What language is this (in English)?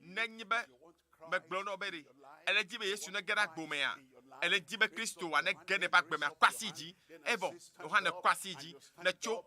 Ewe